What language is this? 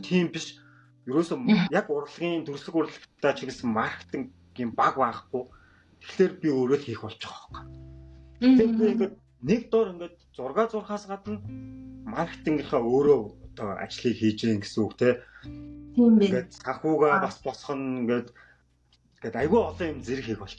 Mongolian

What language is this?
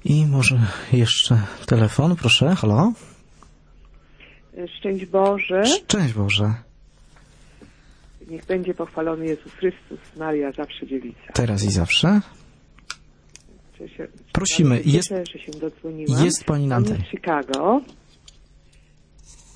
Polish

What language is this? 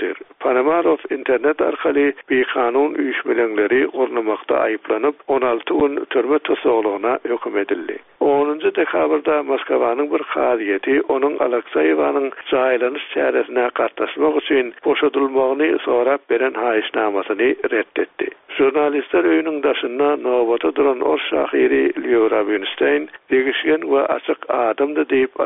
Turkmen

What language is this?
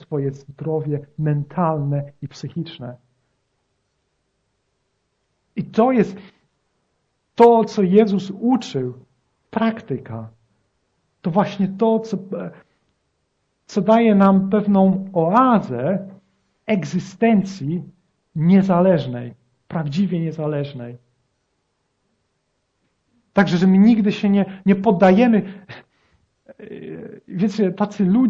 Polish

